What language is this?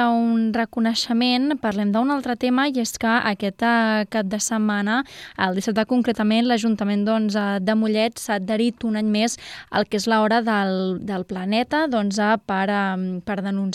Catalan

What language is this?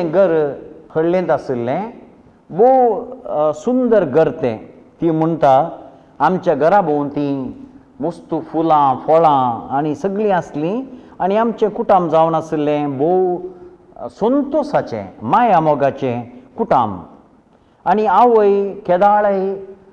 Konkani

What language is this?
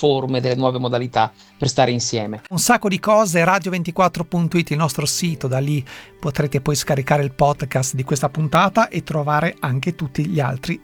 Italian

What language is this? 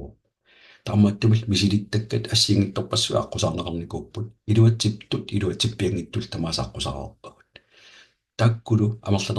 Kalaallisut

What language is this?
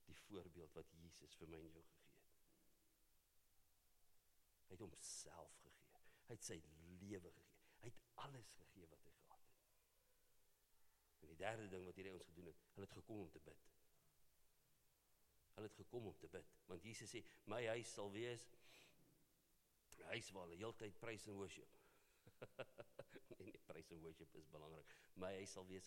Afrikaans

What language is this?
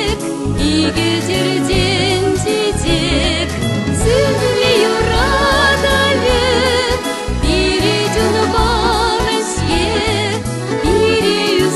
Chuvash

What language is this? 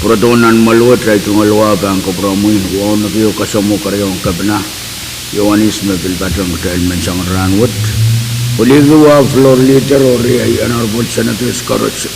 Pohnpeian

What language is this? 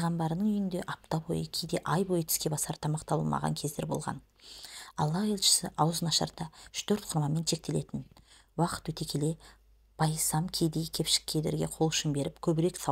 Kazakh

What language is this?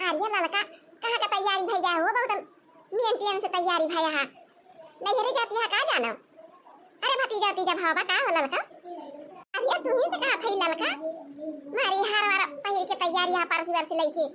Awadhi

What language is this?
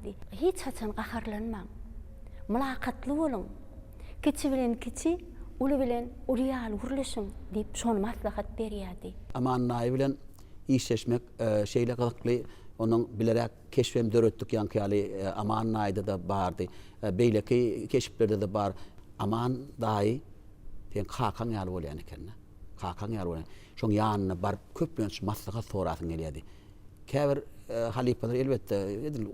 Turkmen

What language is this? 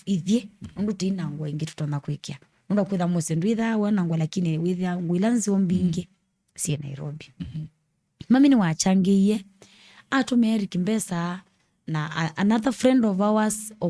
Kamba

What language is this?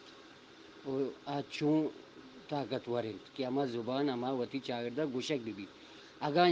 Eastern Balochi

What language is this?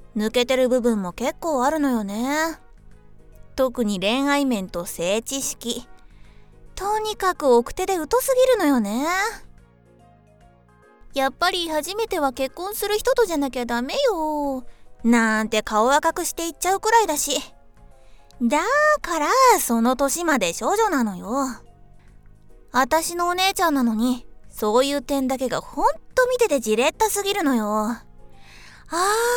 Japanese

